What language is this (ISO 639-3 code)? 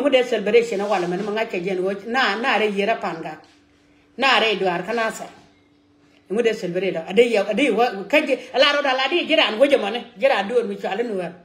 nus